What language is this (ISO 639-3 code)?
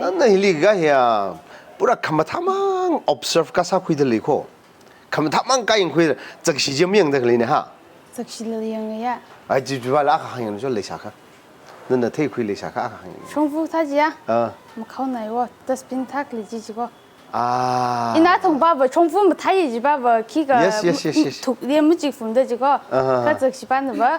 nmf